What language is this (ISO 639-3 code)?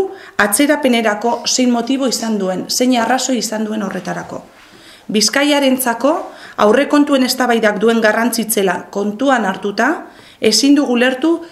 eus